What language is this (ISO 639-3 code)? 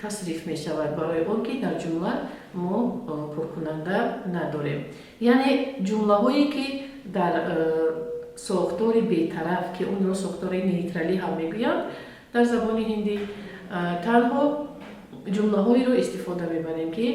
tgk